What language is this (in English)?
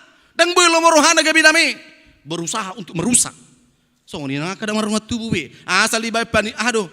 Batak Toba